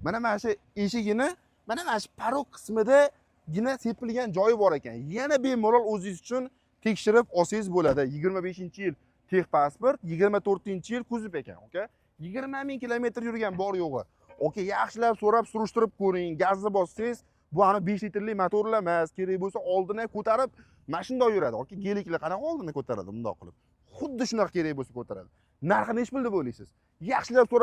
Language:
Uzbek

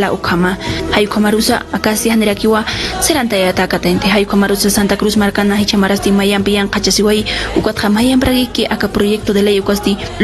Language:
Aymara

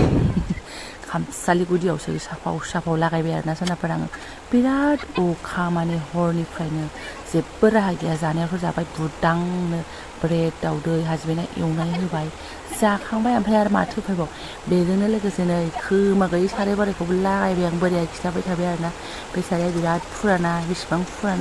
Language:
Bodo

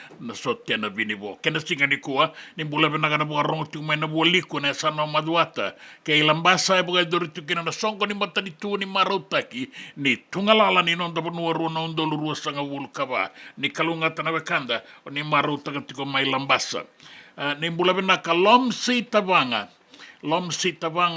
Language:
Fijian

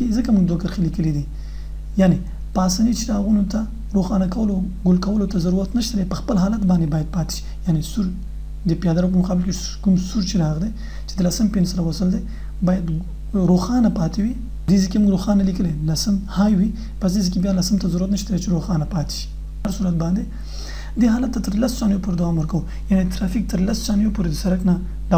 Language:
Pashto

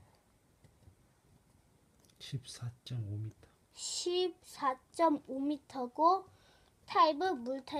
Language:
Korean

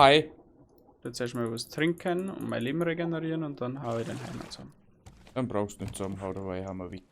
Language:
Bavarian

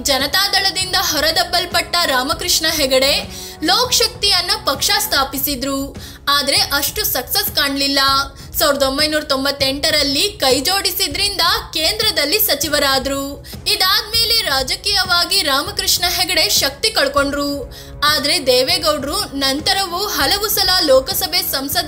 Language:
Kannada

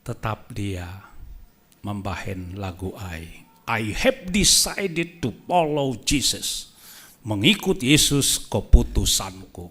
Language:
Batak Simalungun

